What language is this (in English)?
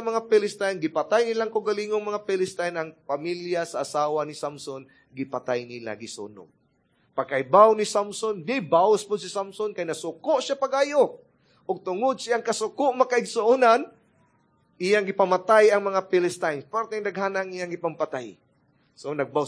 Cebuano